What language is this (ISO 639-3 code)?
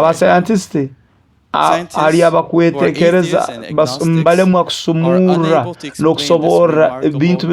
nyo